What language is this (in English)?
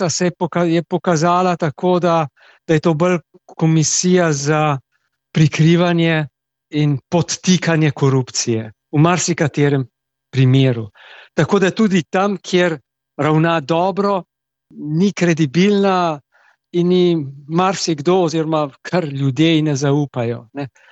Slovenian